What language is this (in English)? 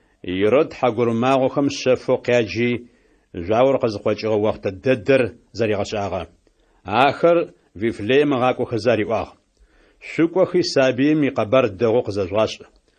Adyghe